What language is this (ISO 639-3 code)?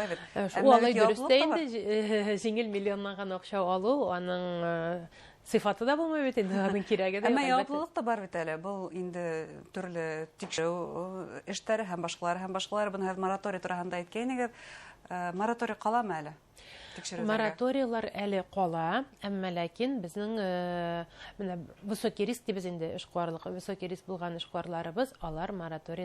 bak